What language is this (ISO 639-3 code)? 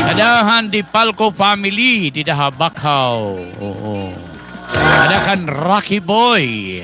war